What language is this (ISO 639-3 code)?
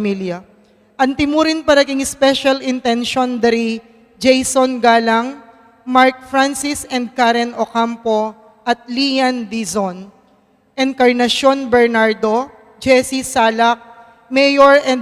pam